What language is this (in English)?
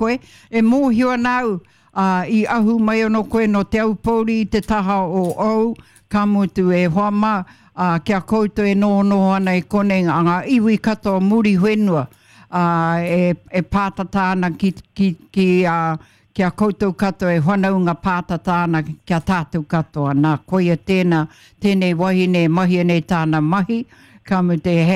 Māori